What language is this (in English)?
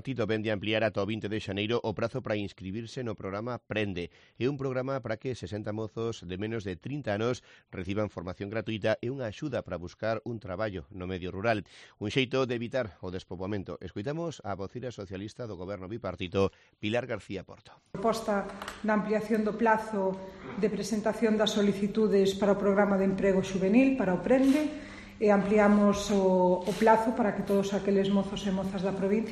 Galician